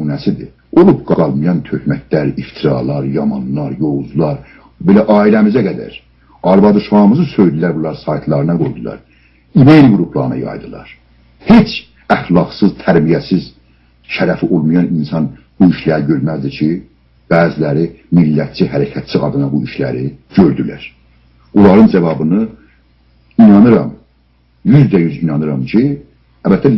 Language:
South Azerbaijani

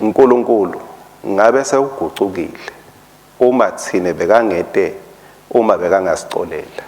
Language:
Swati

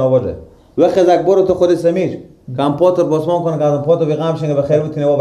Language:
Persian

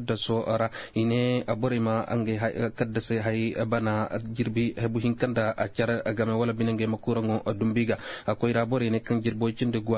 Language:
Zarma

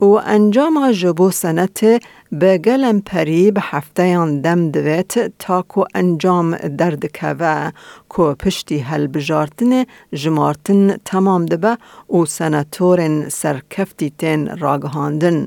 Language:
Kurdish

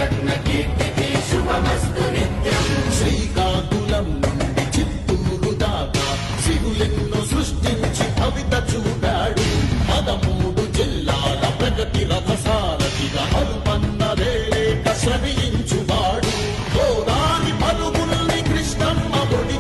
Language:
Telugu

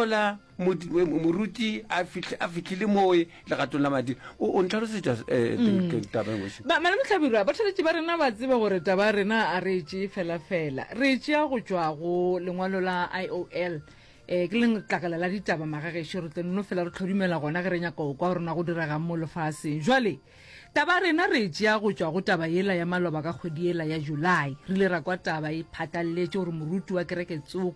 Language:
Northern Sotho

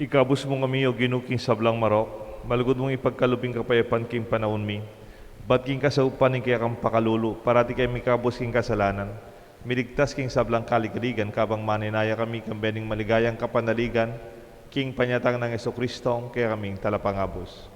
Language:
Pampanga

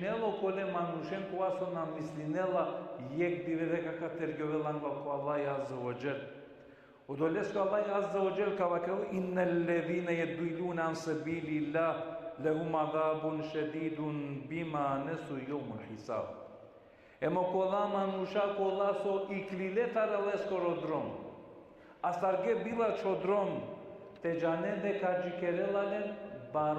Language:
Balkan Romani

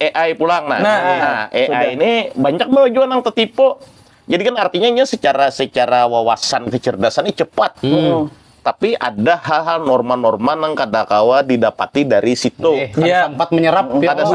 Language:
Banjar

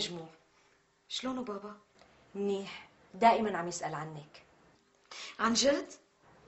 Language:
North Levantine Arabic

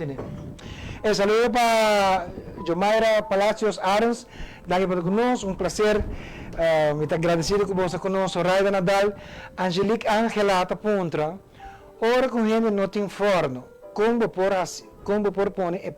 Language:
Papiamento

